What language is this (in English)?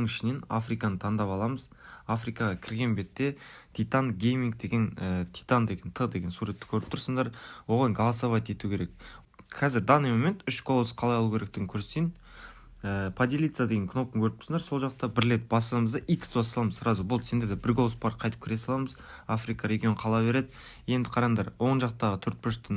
Kara-Kalpak